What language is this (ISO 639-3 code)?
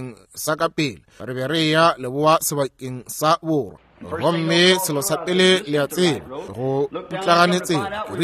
nso